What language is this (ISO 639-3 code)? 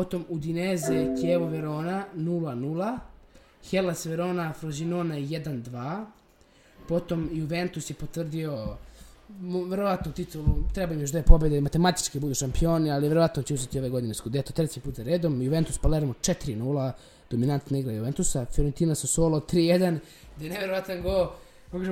srp